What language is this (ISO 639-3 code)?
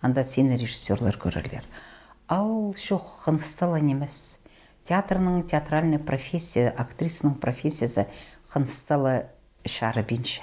kjh